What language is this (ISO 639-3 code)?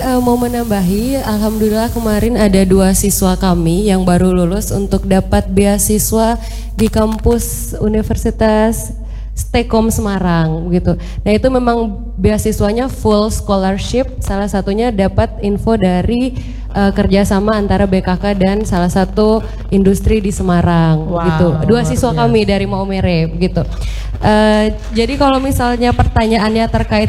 ind